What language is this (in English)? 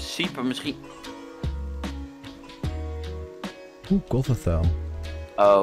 Dutch